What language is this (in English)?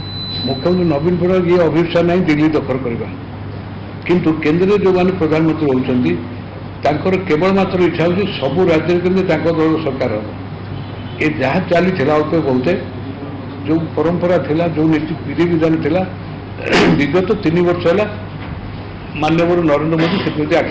Odia